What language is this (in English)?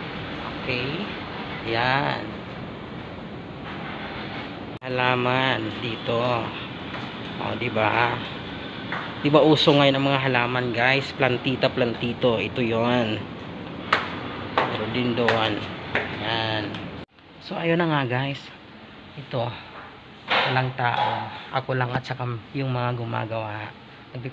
Filipino